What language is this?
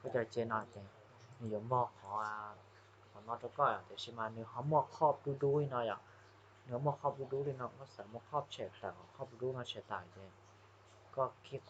Hmong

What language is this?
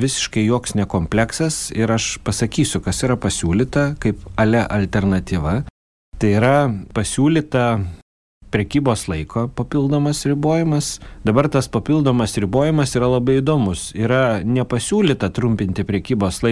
Lithuanian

